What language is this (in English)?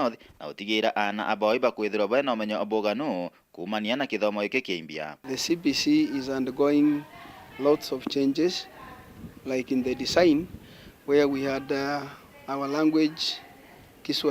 Meru